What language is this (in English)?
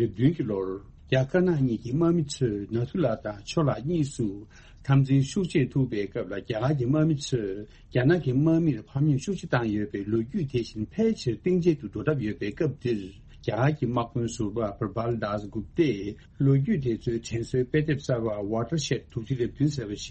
Tibetan